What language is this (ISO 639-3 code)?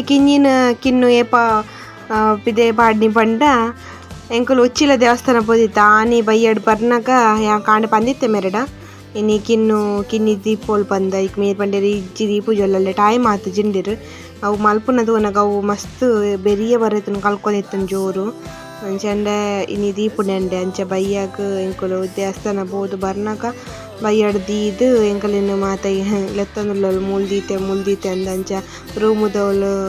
tcy